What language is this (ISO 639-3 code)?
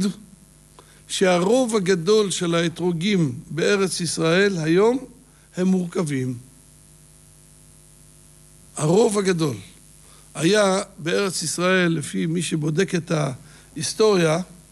heb